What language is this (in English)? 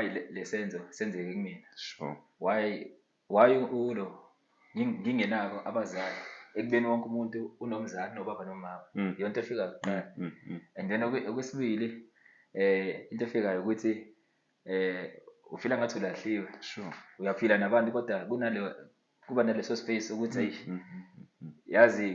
Zulu